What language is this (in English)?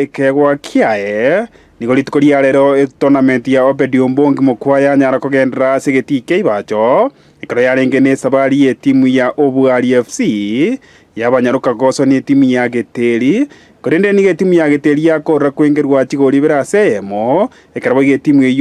Gusii